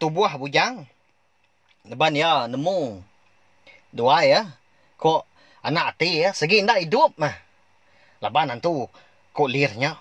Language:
Iban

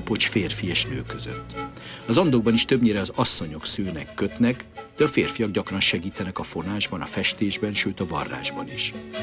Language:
Hungarian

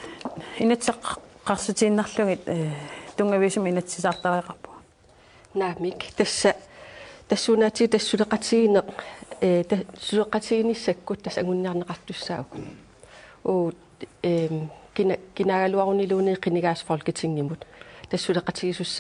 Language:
Kalaallisut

